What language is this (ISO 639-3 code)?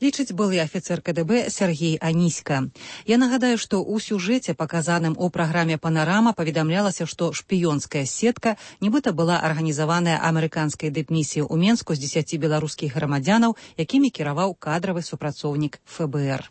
bel